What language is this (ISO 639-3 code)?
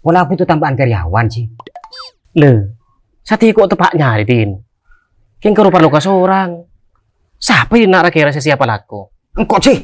mad